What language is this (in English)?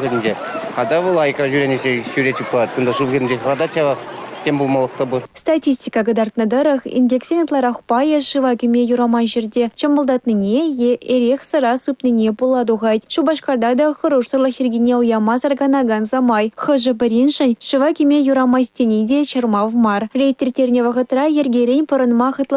Chuvash